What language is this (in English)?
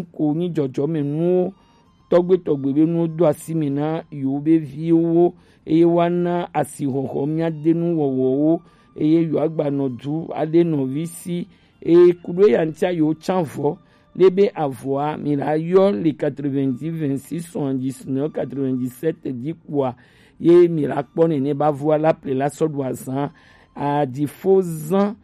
Gen